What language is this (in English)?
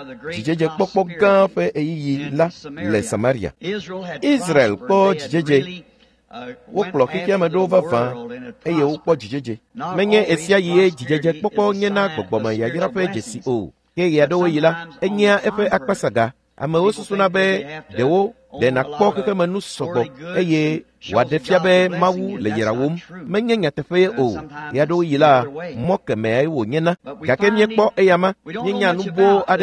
Ewe